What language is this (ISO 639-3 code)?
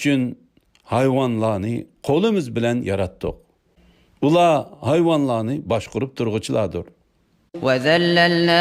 uig